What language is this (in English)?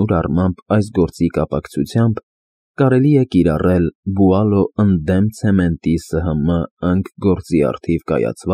Armenian